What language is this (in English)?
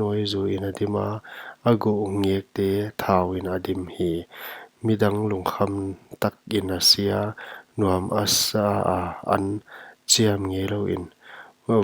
Paite Chin